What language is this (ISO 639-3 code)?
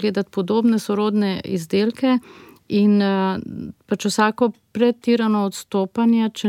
slv